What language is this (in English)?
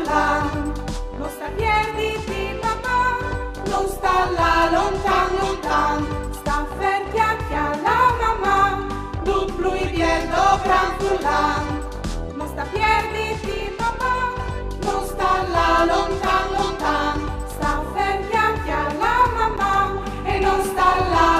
Friulian